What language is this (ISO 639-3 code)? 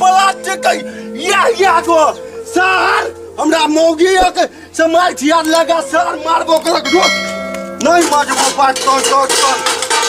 mai